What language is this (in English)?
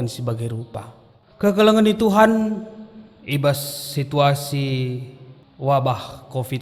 Batak Karo